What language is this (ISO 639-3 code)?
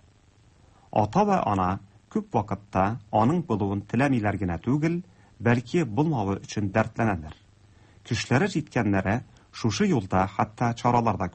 tat